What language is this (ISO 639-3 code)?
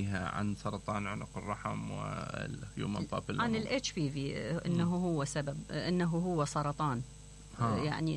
acm